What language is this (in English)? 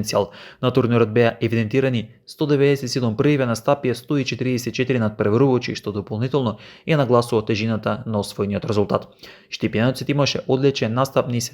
Macedonian